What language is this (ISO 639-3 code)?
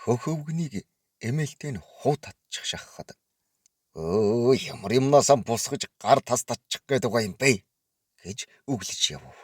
mon